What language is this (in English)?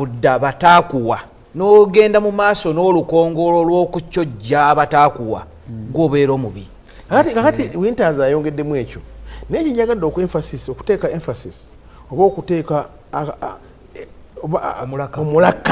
Ganda